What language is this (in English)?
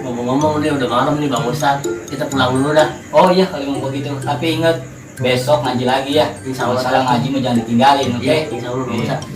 Betawi